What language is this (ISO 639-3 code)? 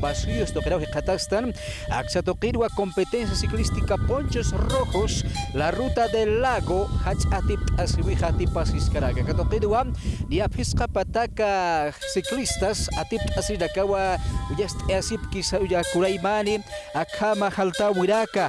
aym